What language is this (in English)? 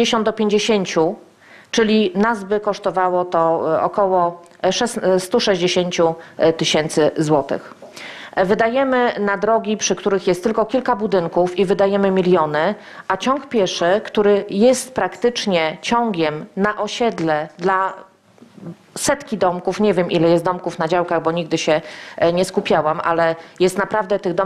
Polish